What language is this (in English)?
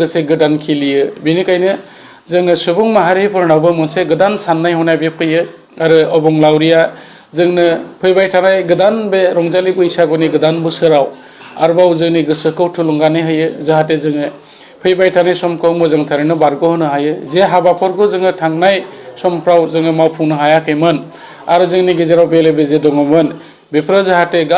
Bodo